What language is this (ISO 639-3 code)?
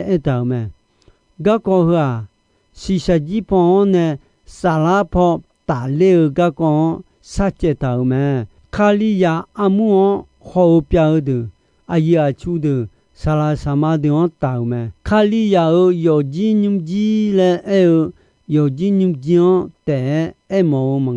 ahk